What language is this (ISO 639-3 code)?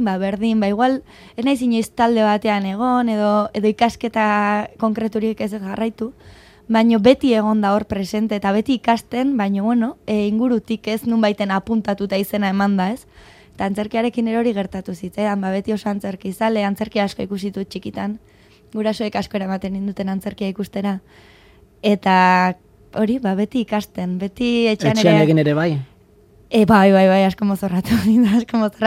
eus